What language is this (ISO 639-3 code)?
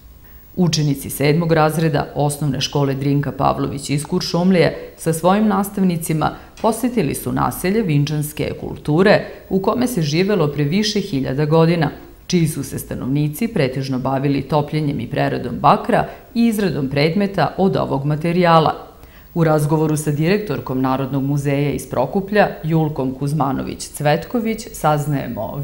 srp